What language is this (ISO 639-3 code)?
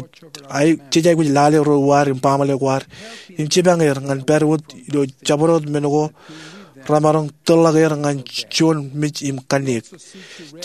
mah